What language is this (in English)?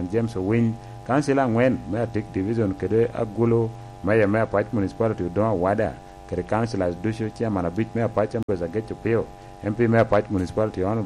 Lango (Uganda)